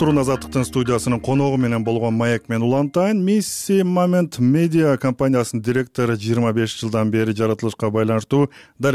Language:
Kyrgyz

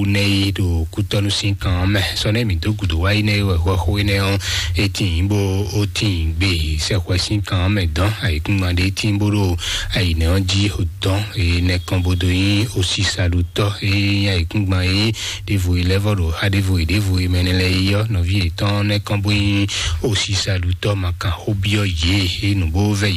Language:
Fon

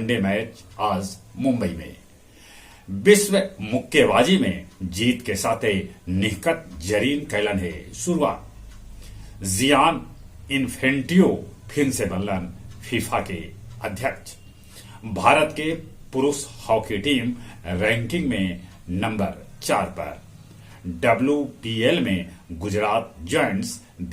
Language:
Magahi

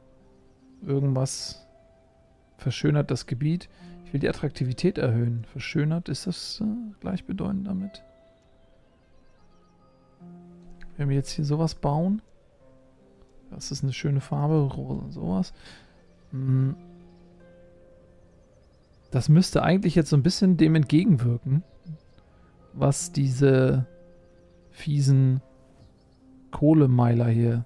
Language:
German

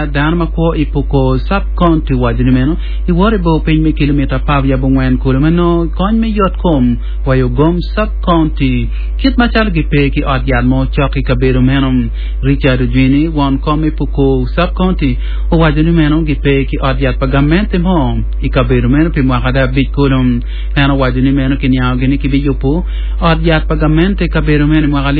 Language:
Acoli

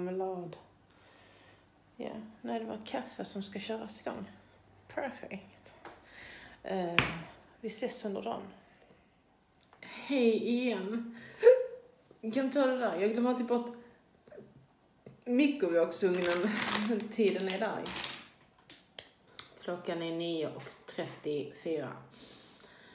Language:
Swedish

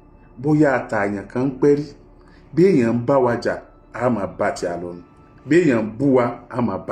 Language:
Yoruba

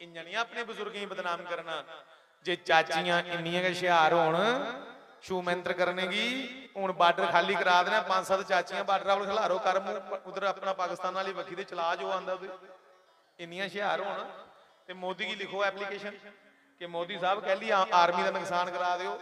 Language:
Dogri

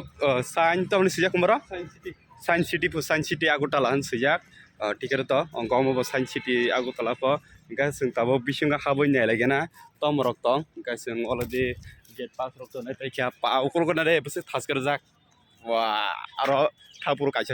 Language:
Kok Borok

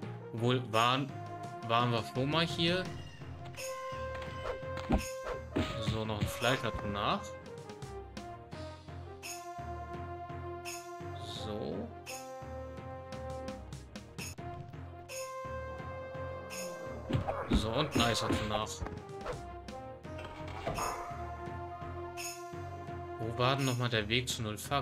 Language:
German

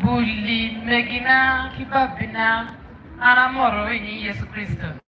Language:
Acoli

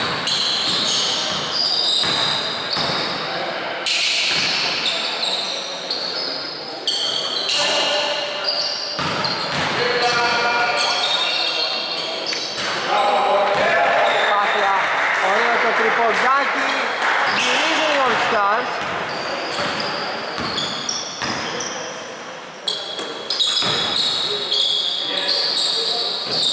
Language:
Greek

